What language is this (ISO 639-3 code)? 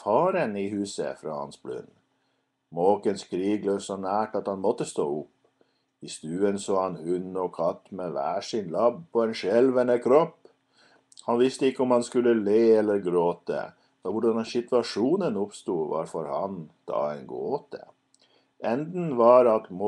nor